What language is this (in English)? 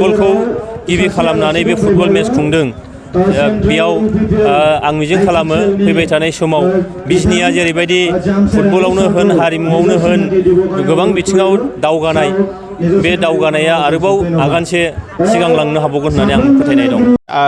Bodo